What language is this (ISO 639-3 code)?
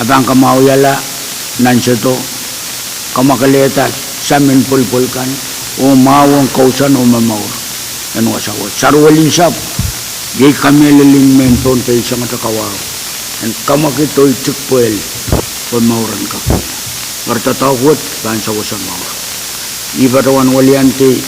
pon